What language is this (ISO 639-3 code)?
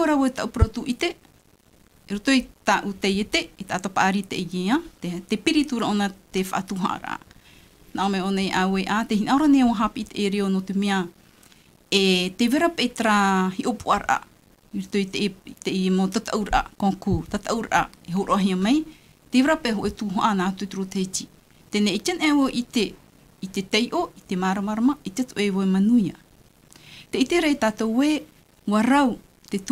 tah